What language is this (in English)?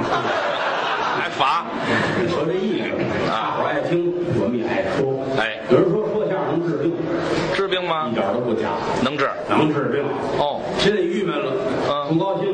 Chinese